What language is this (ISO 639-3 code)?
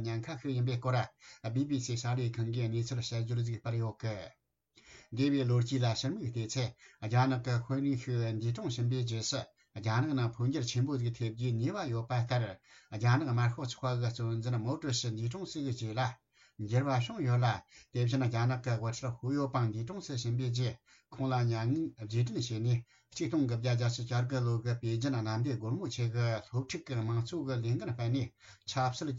bod